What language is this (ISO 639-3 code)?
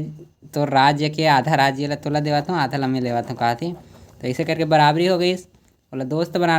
hne